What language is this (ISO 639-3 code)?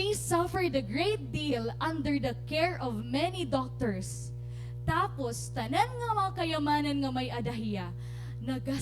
war